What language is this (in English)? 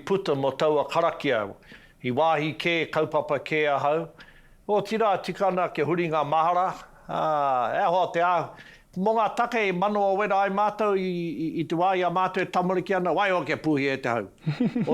Māori